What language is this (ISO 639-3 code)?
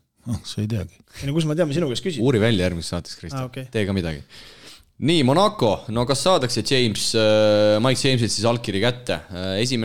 est